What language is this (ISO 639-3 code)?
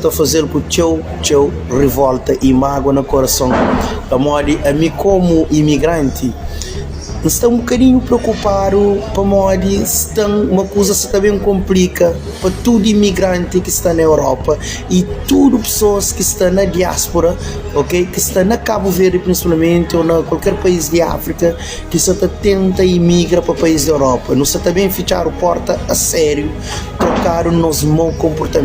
kea